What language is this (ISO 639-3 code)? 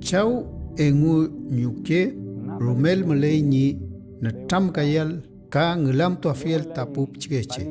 arn